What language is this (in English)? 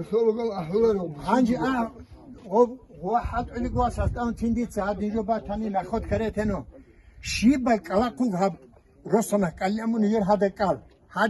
Avaric